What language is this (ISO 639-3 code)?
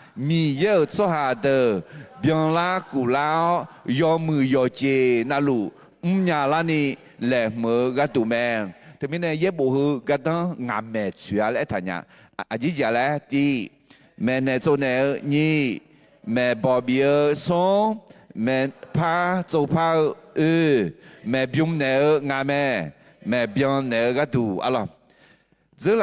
ahk